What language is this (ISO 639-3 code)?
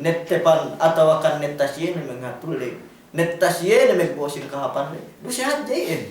yka